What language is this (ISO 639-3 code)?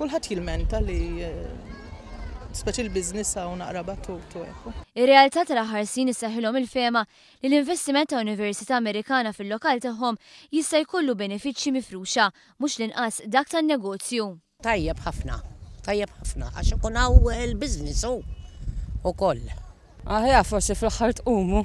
mlt